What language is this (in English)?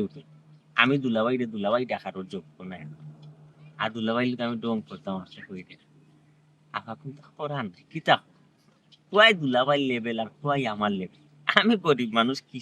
Sylheti